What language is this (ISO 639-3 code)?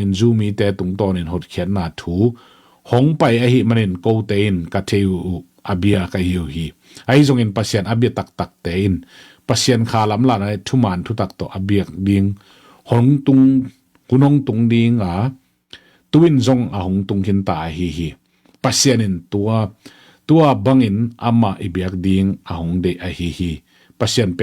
ctd